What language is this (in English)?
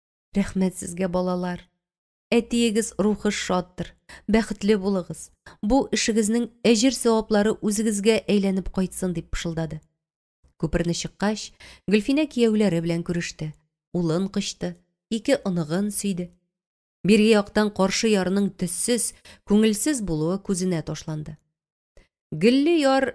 Tatar